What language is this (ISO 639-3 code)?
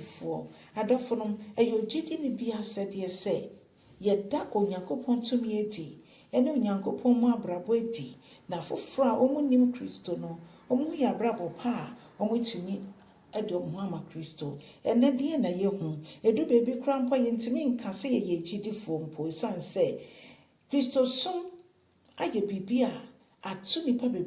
aka